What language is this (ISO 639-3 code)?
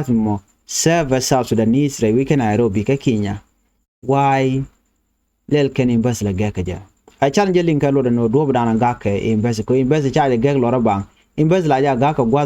nus